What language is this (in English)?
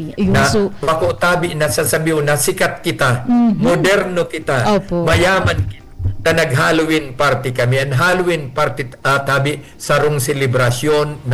Bikol